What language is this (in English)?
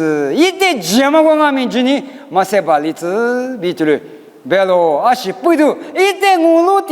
Lisu